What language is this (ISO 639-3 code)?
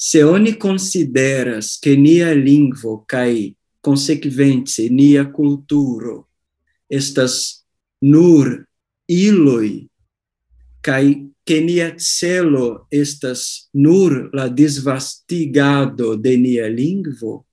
epo